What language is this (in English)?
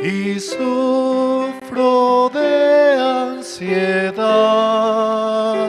South Bolivian Quechua